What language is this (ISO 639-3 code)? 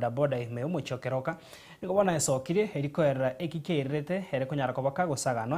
guz